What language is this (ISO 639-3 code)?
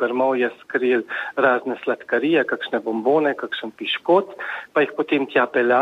slv